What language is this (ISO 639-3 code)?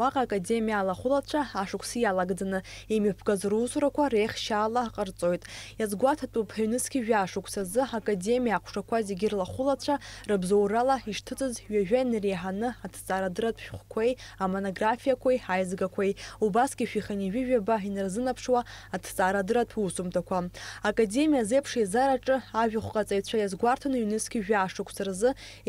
abk